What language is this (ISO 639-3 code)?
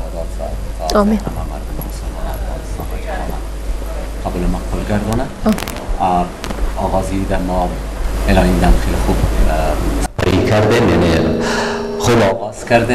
fas